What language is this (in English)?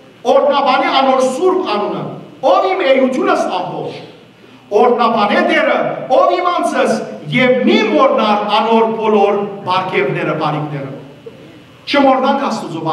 Western Armenian